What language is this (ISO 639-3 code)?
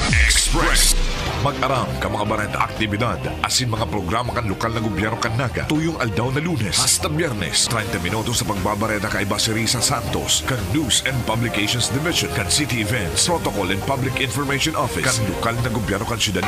bik